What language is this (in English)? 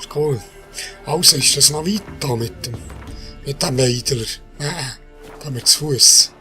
Swiss German